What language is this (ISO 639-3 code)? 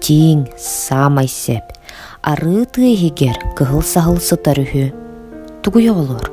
sah